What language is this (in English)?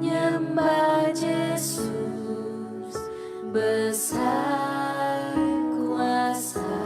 Iban